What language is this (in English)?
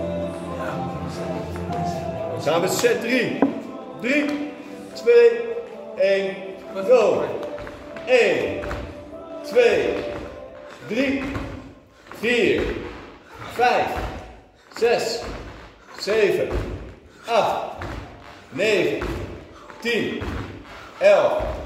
Dutch